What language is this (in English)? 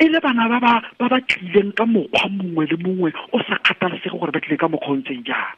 Tswana